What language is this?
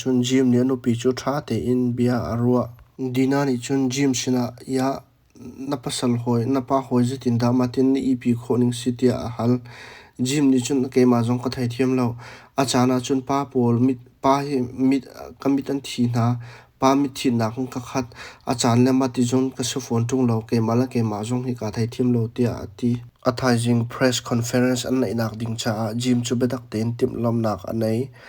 Hakha Chin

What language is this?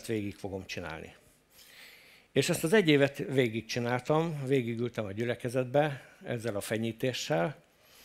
Hungarian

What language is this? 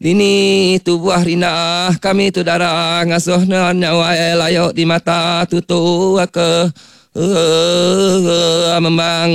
Iban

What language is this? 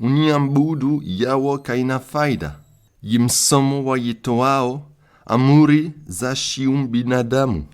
Comorian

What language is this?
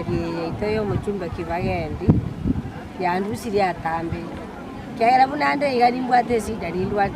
Gusii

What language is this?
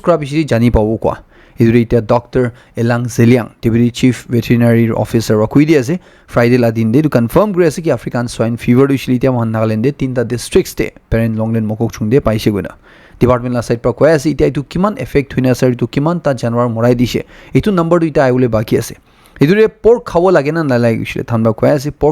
Naga Pidgin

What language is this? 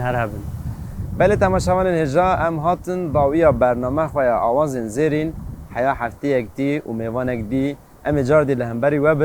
Kurdish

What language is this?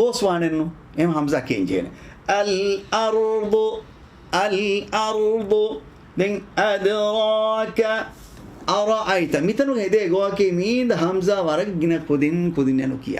Divehi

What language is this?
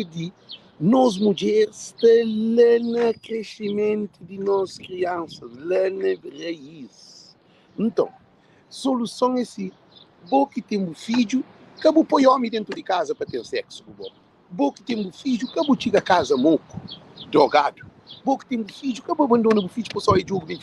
Kabuverdianu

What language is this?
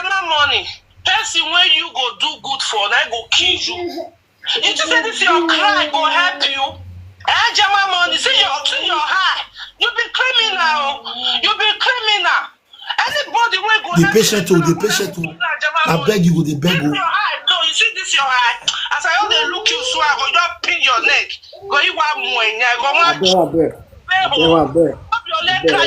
Nigerian Pidgin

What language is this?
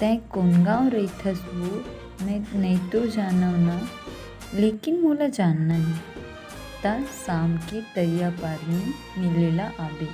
Chhattisgarhi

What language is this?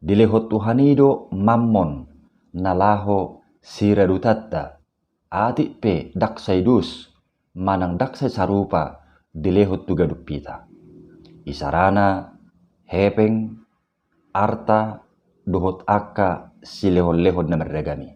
Batak Toba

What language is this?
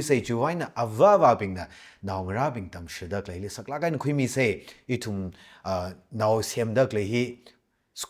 Tangkhul Naga (India)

